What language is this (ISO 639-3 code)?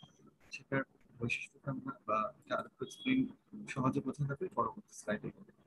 ben